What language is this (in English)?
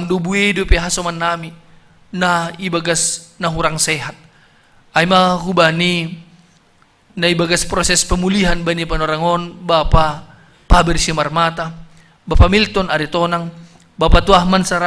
Batak Simalungun